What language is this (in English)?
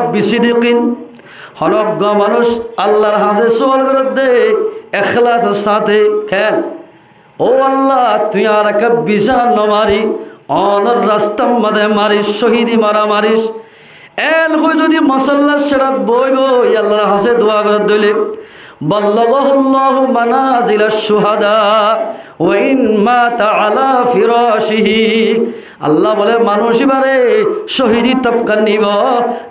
Rohingya